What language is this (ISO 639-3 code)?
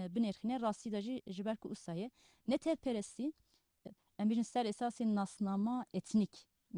kur